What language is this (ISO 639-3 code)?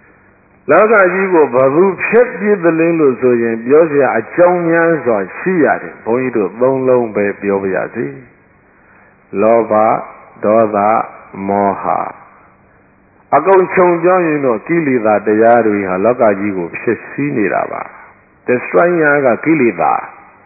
mya